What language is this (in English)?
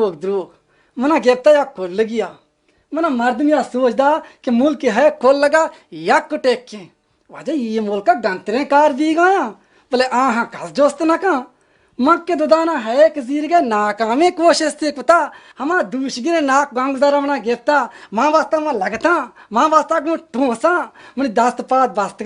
Baluchi